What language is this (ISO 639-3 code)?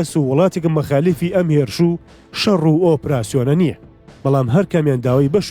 ckb